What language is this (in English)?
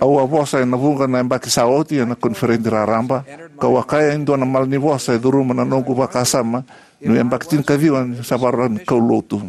Fijian